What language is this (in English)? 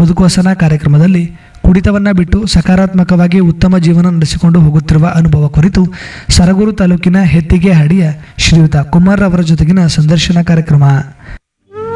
Kannada